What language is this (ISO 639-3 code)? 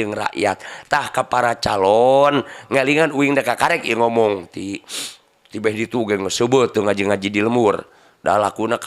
sun